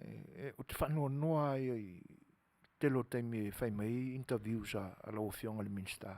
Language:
Samoan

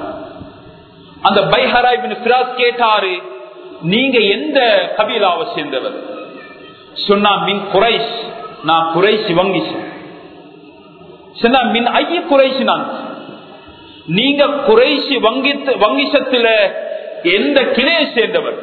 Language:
Tamil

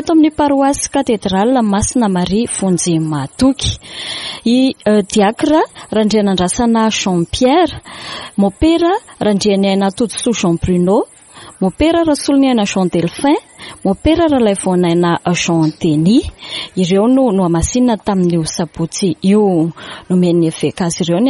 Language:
Malagasy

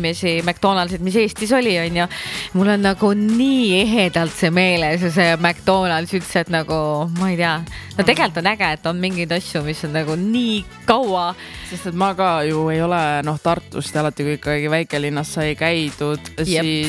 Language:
Estonian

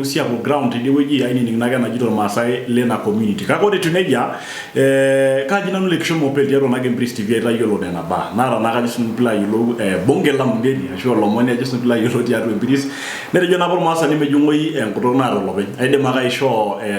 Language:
Masai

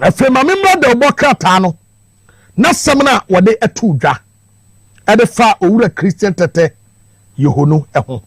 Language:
Akan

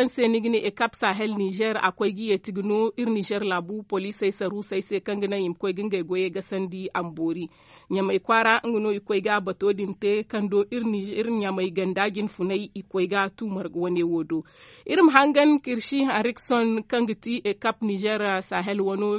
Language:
Zarma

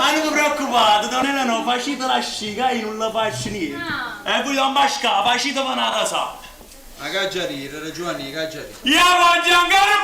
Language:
Neapolitan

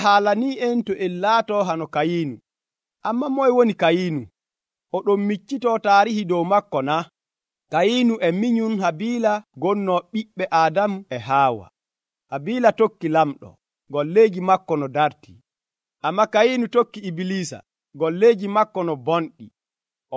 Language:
Nigerian Fulfulde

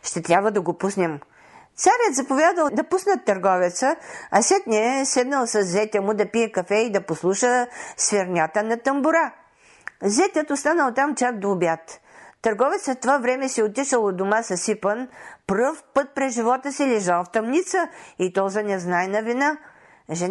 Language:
Bulgarian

